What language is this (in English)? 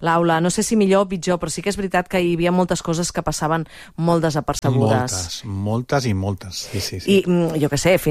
Catalan